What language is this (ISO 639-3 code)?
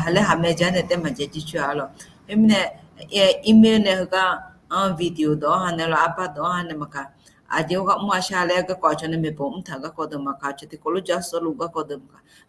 ahk